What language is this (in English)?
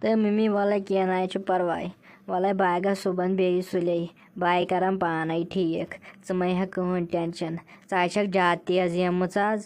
Kashmiri